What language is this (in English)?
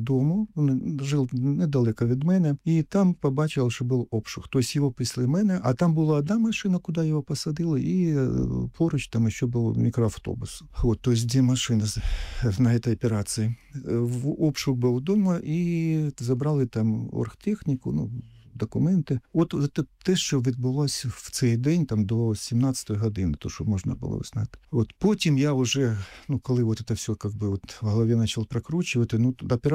Ukrainian